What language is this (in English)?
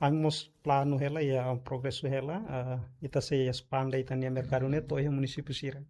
Tetum